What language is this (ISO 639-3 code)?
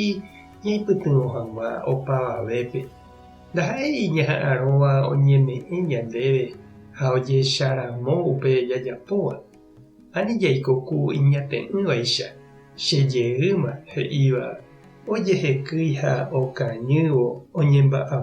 grn